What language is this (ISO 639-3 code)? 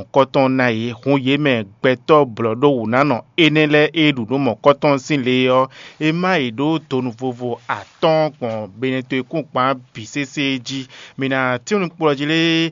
fon